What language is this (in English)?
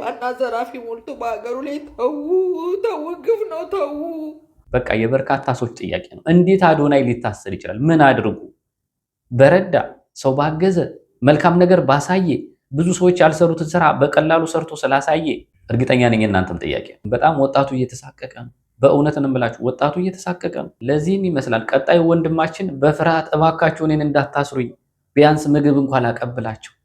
Amharic